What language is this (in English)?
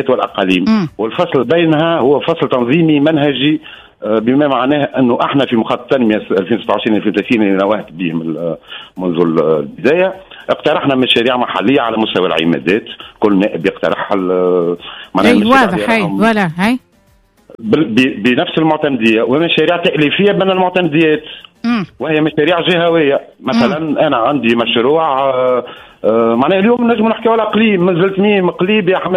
Tunisian Arabic